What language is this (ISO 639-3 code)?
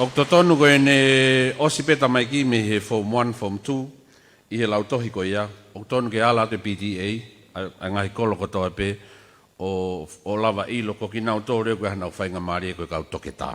ton